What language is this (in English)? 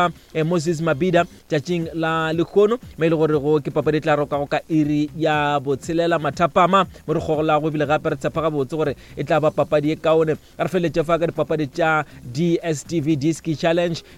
Northern Sotho